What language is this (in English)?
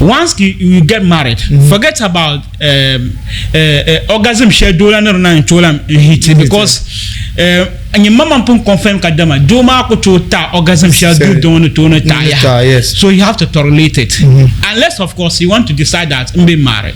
Dagbani